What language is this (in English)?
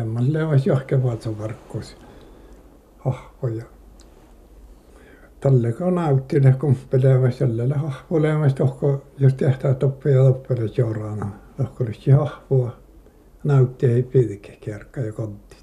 Finnish